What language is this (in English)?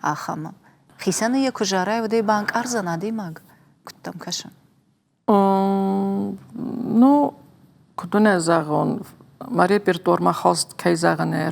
Ossetic